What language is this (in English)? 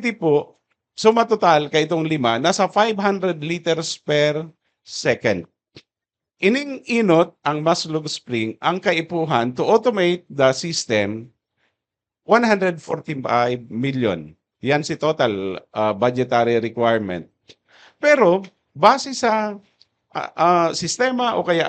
Bikol